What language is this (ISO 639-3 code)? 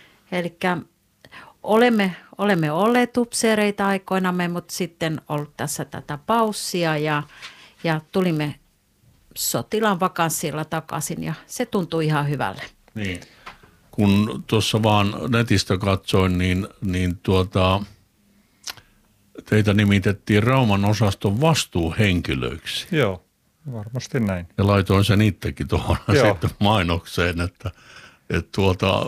fin